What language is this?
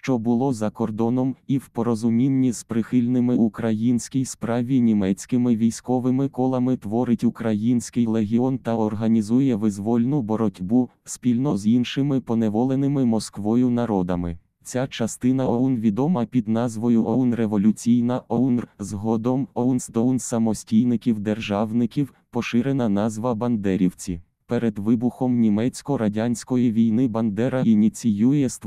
Ukrainian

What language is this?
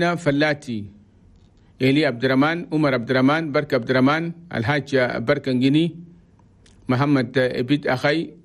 Chadian Arabic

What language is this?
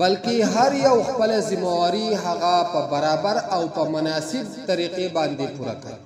Pashto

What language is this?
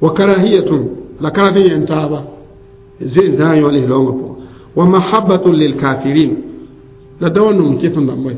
Mossi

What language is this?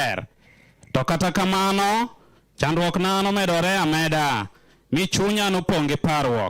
Luo (Kenya and Tanzania)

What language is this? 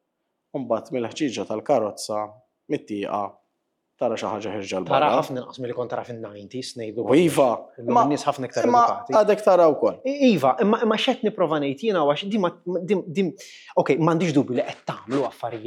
Maltese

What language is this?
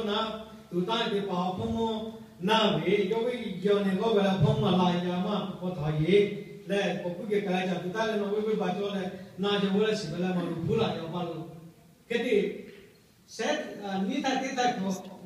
Lahu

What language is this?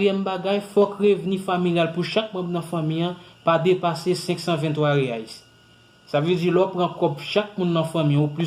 Haitian Creole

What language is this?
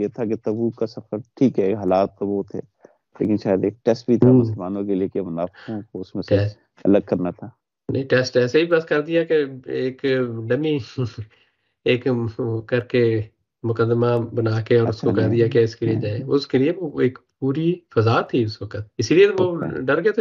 Urdu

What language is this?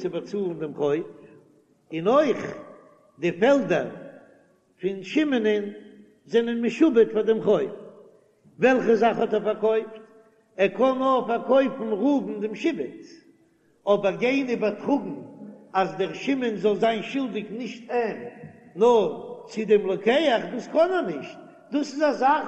Yiddish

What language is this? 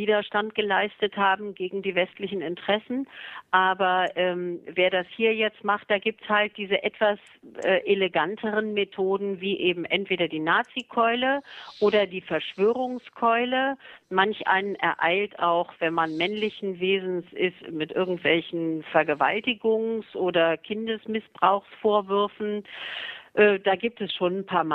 German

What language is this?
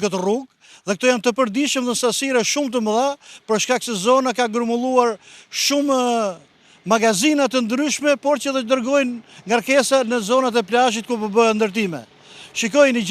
Albanian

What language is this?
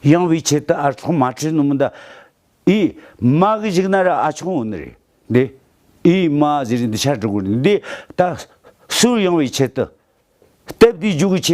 Tibetan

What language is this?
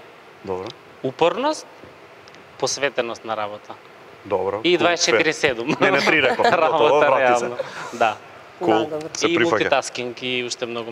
Macedonian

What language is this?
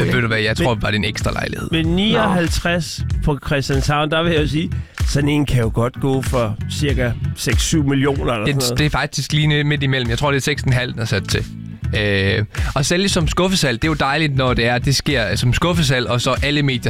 Danish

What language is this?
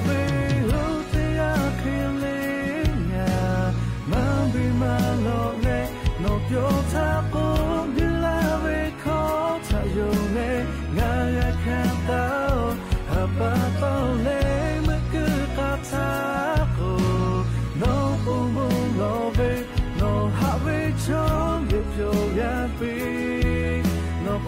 Lahu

